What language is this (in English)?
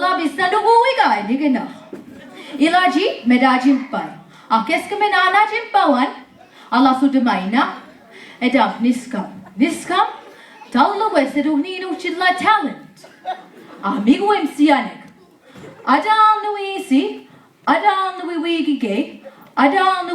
Mi'kmaw